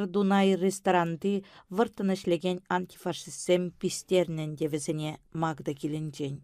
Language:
Chuvash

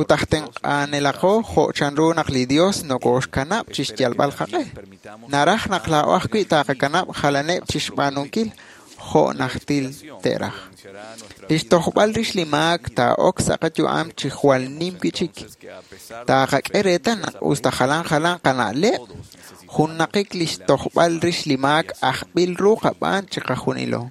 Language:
Kekchí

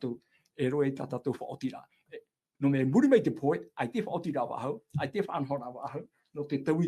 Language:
Tahitian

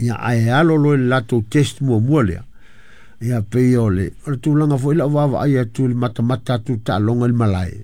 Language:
Samoan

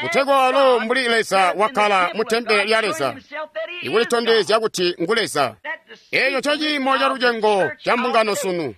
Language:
Tonga (Zambia)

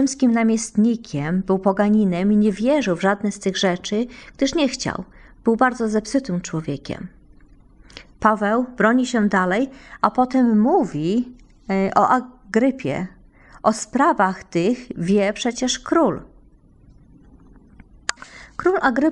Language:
Polish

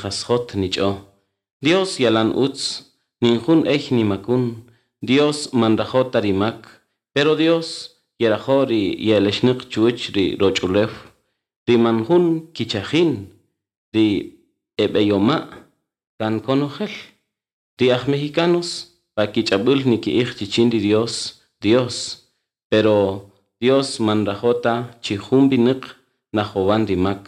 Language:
Kaqchikel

